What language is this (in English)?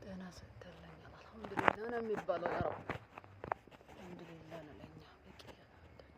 Amharic